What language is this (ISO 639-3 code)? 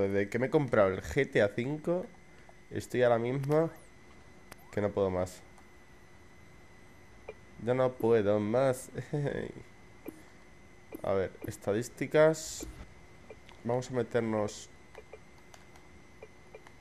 spa